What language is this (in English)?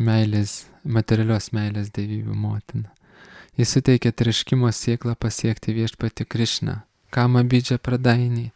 Lithuanian